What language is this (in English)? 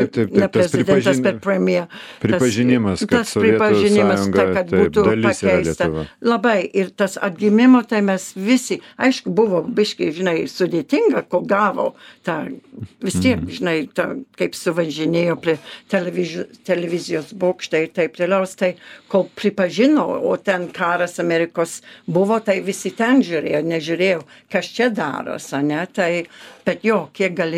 Lithuanian